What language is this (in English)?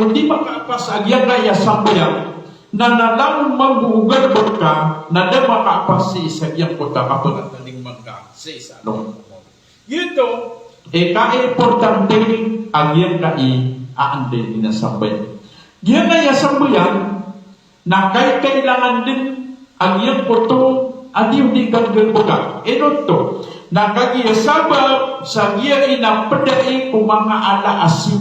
Maranao